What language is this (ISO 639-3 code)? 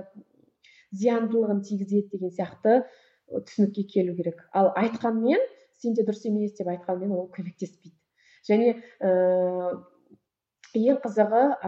kaz